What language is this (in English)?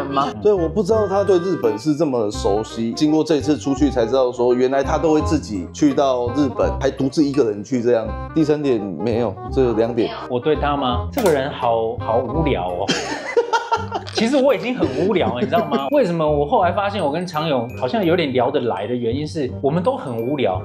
Chinese